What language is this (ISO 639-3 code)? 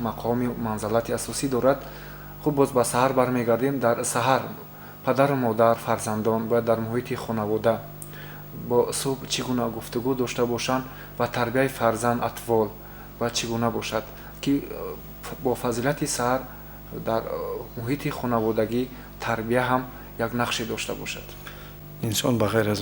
tgk